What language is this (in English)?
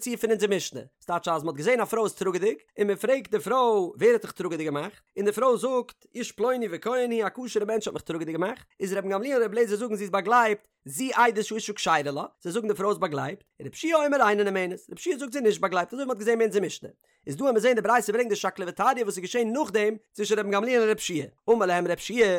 Yiddish